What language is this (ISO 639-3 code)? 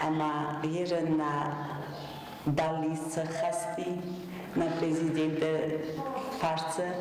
oss